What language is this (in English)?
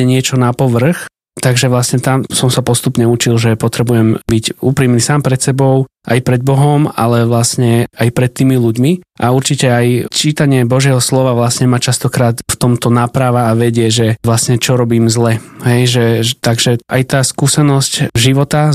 Slovak